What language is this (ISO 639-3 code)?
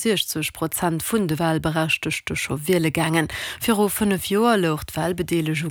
ltz